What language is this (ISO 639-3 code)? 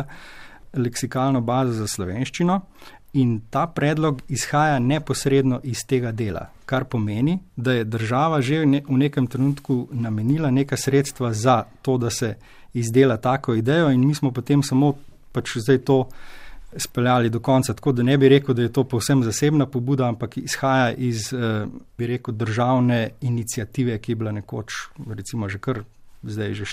slv